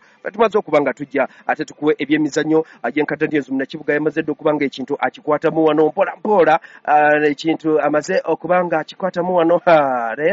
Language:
Ganda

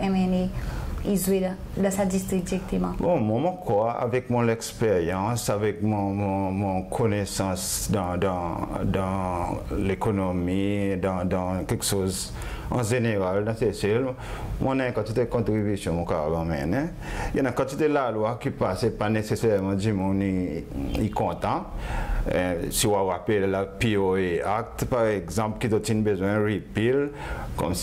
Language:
Seselwa Creole French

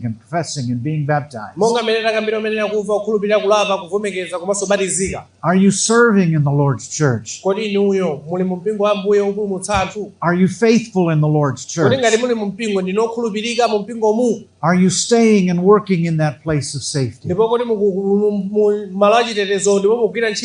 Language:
Nyanja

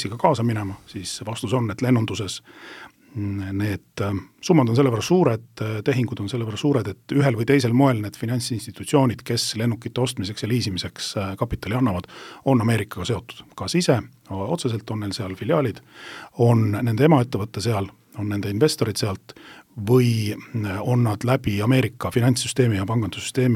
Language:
Estonian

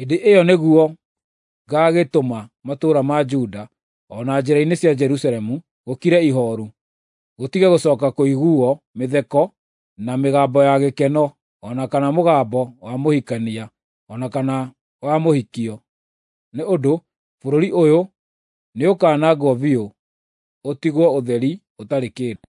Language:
Kikuyu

